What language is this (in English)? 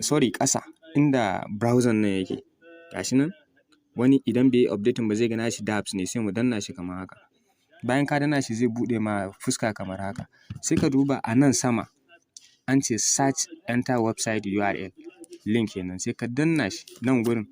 Hausa